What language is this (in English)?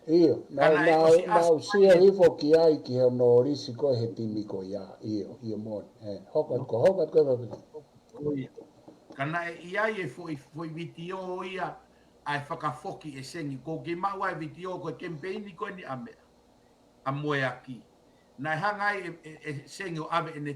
Tongan